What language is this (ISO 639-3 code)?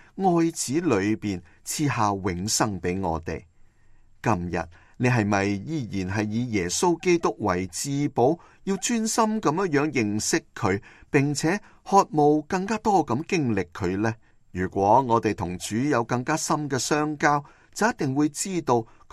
yue